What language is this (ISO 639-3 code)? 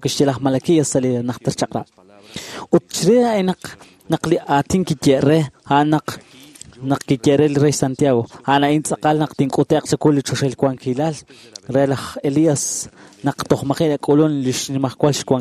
kek